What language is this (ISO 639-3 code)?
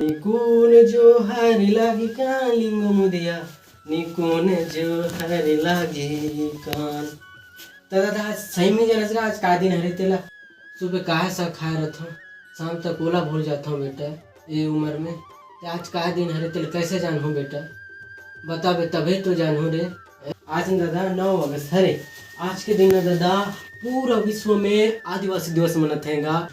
hne